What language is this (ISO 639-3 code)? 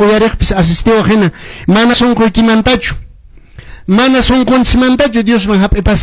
que